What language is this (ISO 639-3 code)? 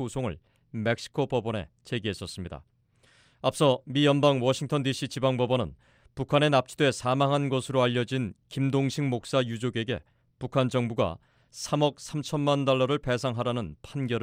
kor